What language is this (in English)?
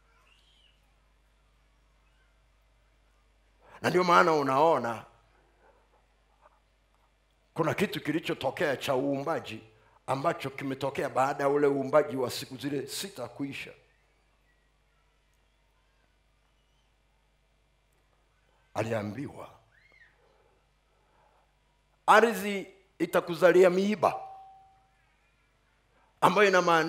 Swahili